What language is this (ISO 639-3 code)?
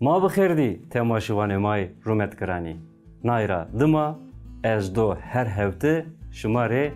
zza